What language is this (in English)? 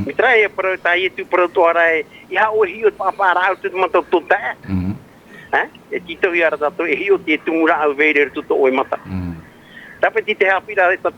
Tahitian